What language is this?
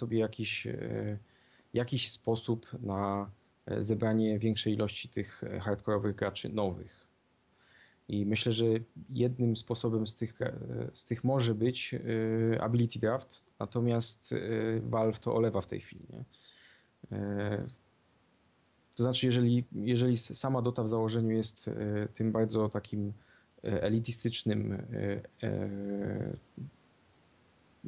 Polish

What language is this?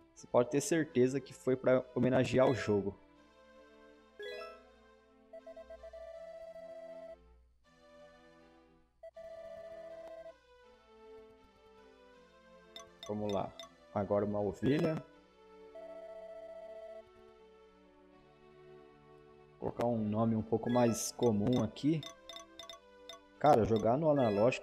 Portuguese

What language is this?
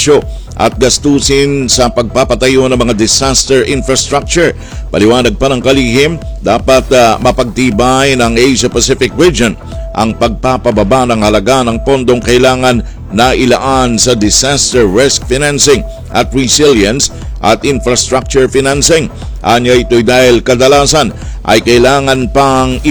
Filipino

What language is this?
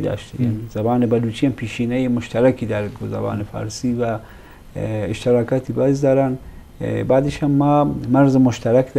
Eastern Balochi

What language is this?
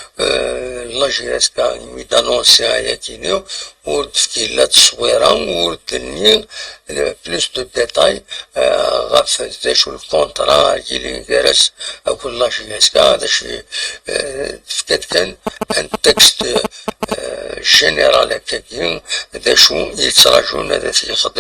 Kabyle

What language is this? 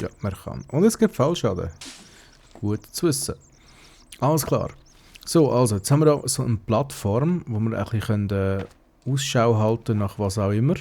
Swiss German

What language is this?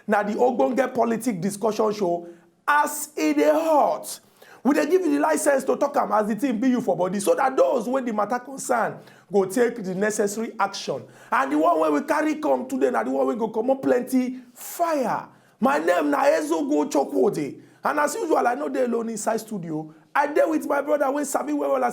Nigerian Pidgin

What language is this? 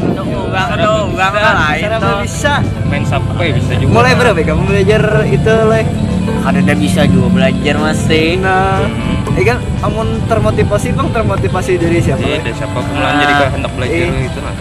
Banjar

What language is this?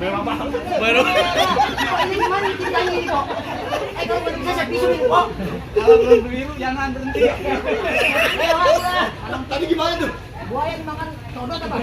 Betawi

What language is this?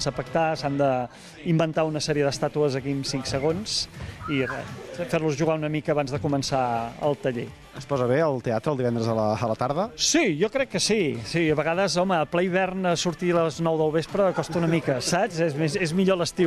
Catalan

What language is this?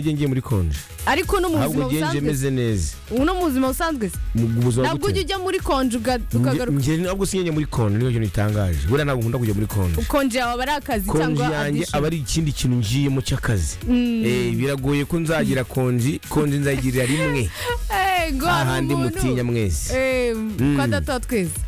Kinyarwanda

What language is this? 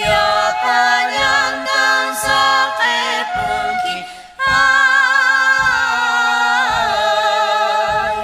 Quechua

